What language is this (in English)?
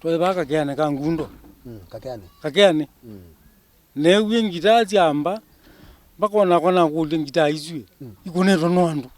Kamba